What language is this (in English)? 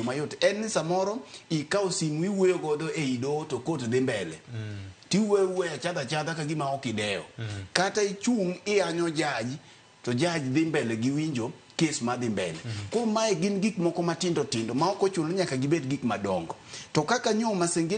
Luo (Kenya and Tanzania)